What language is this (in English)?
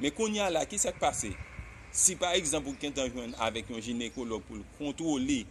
Haitian Creole